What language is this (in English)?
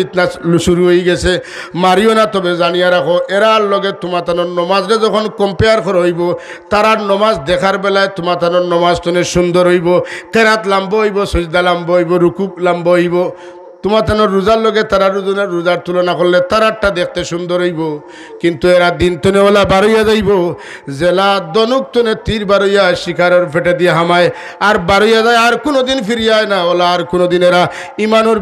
Sylheti